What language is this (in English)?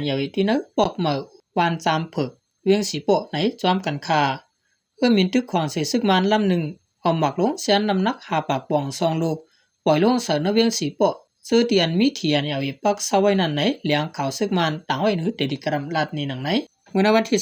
Shan